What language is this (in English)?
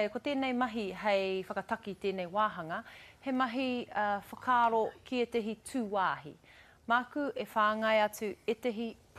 Māori